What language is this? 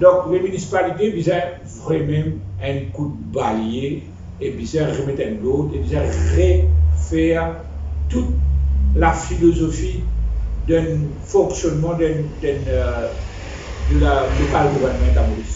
Morisyen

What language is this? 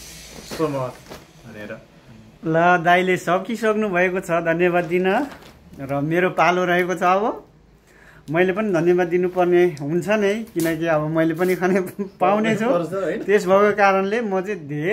Nepali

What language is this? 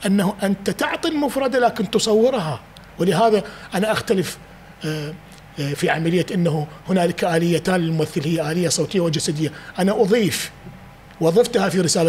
Mesopotamian Arabic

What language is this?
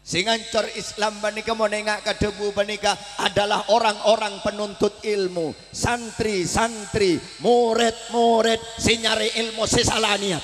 Madurese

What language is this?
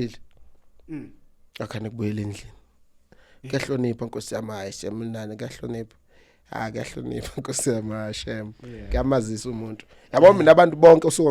Zulu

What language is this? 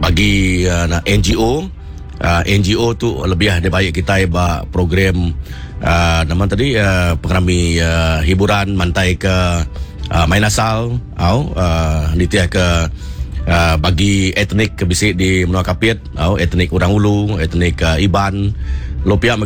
Iban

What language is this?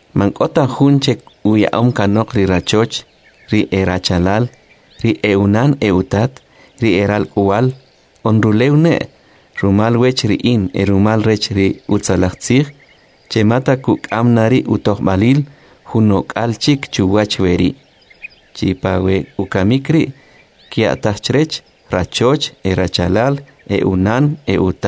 Kʼicheʼ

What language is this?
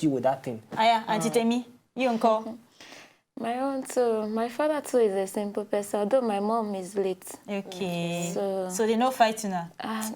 Nigerian Pidgin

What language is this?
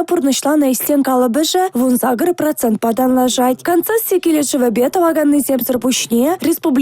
Chuvash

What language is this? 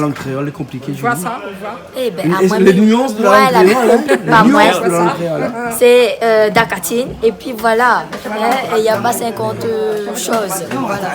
Réunion Creole French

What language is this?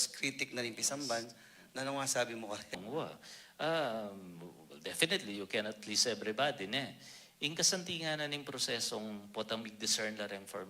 Pampanga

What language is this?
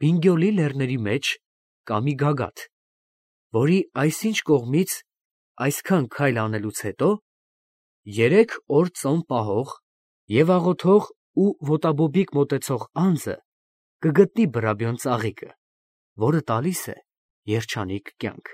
Armenian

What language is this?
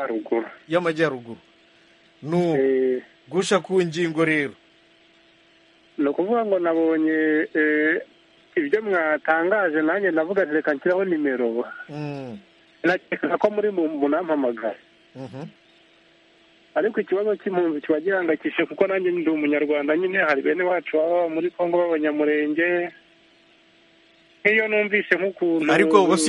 Kinyarwanda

